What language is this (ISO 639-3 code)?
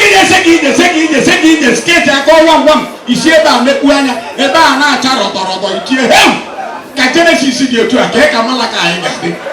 ibo